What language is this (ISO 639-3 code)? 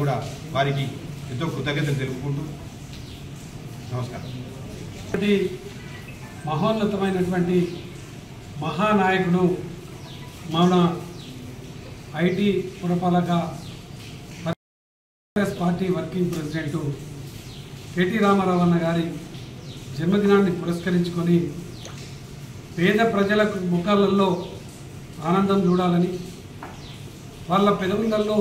tel